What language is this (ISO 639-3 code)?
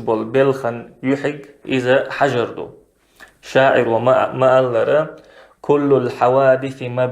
che